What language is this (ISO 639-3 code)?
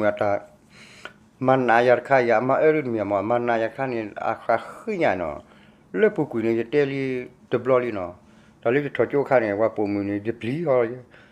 ksw